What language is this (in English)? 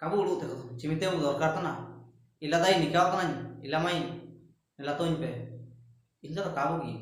Ho